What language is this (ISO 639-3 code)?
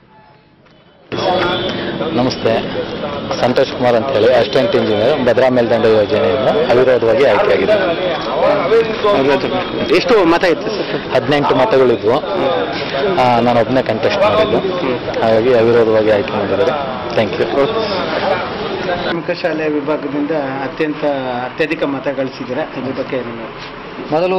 kan